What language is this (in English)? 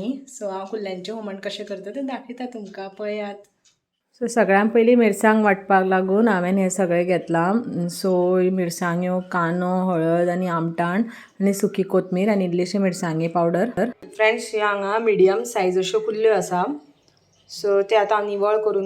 Konkani